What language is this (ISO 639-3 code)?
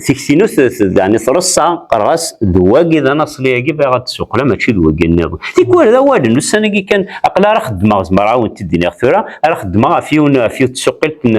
kab